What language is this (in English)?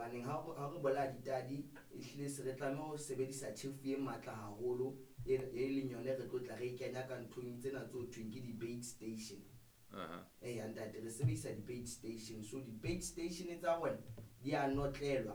Southern Sotho